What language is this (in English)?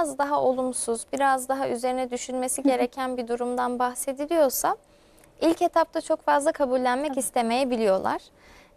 Turkish